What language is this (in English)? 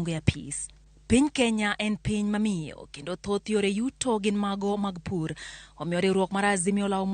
Luo (Kenya and Tanzania)